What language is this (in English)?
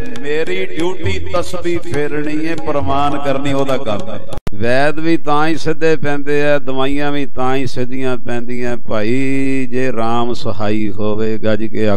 Punjabi